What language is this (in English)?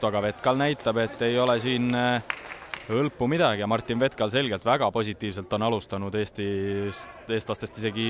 Estonian